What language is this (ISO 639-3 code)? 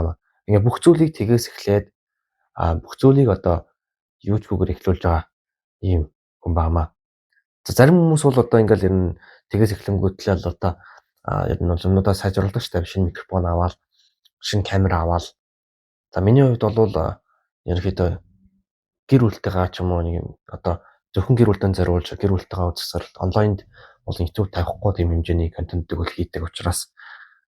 mon